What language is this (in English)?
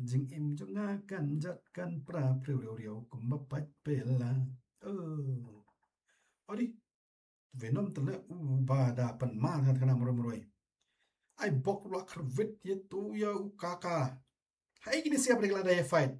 Khasi